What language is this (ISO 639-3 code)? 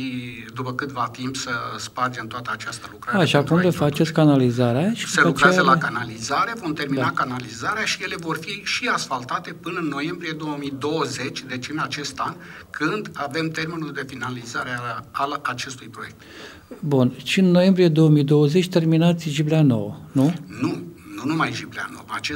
ron